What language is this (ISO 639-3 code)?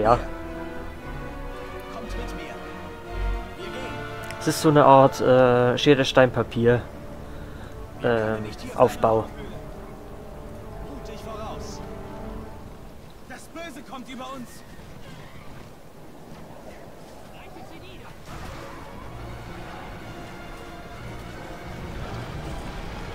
deu